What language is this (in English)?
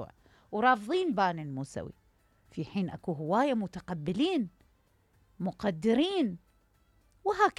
Mesopotamian Arabic